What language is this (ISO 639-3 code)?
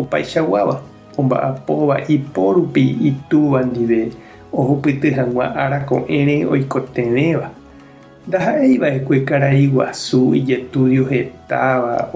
grn